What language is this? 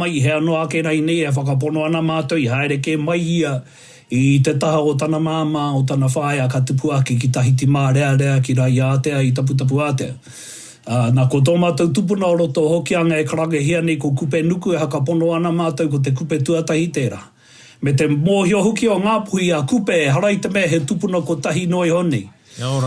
Māori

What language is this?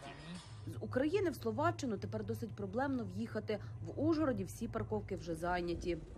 Ukrainian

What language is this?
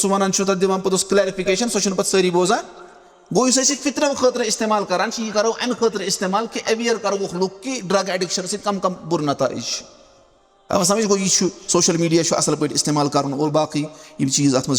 Kashmiri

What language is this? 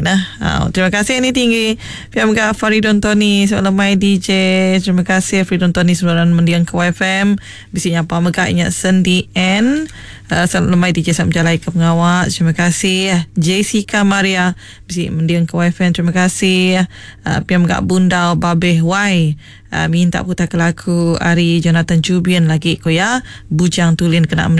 Iban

